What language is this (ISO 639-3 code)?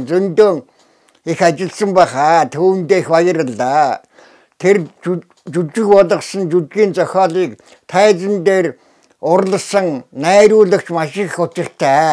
mon